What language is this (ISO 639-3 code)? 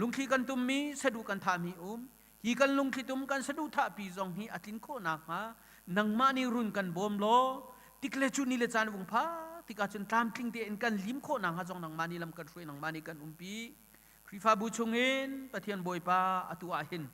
cnh